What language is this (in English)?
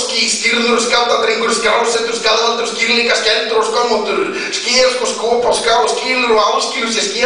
Icelandic